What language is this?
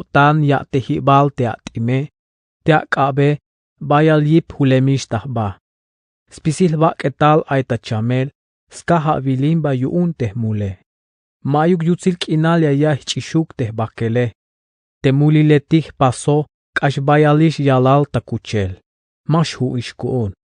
Tzeltal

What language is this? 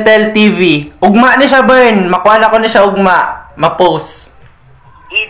Cebuano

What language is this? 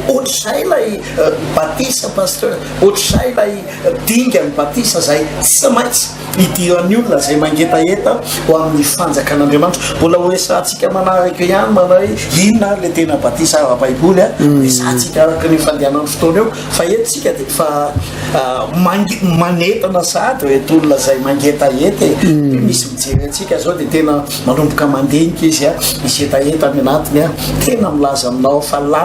Malagasy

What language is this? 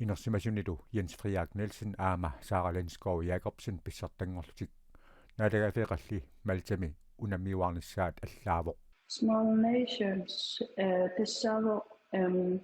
Kalaallisut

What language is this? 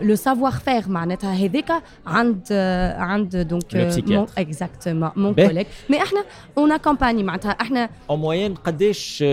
Tunisian Arabic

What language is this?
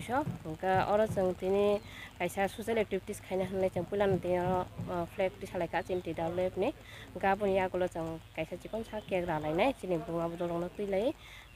Kok Borok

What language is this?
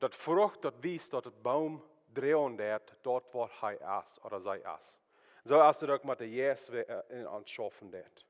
Plautdietsch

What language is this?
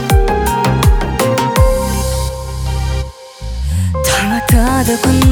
Kazakh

